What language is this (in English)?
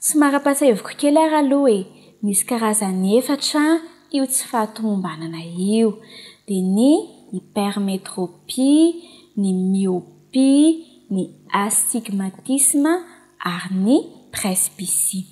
Malagasy